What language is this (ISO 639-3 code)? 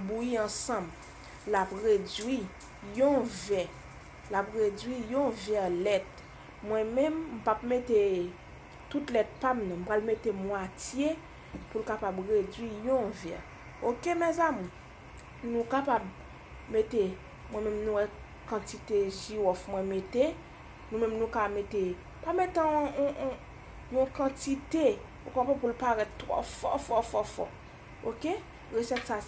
hat